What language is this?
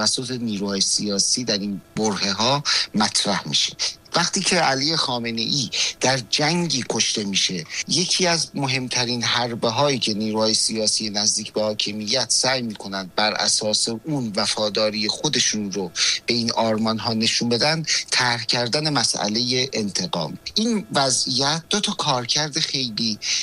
Persian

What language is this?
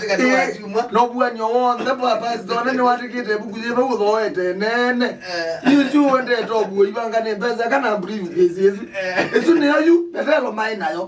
Kamba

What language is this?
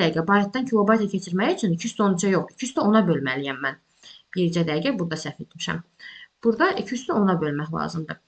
Azerbaijani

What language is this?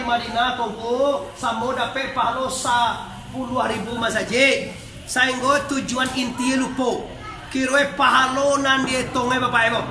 Minangkabau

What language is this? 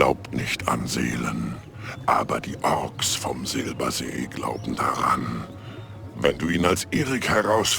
Bavarian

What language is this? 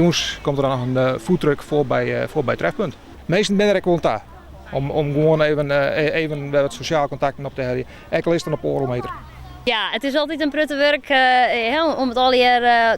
Western Frisian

